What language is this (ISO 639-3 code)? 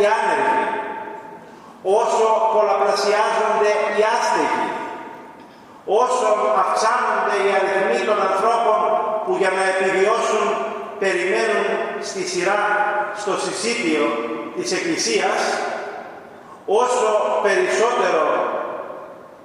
ell